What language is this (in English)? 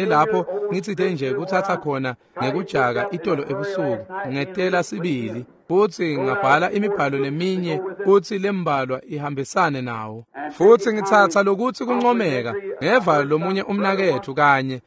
Swati